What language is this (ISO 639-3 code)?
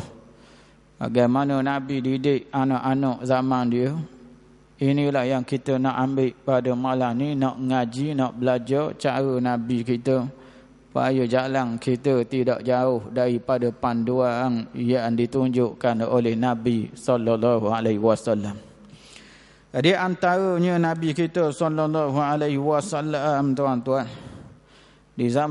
msa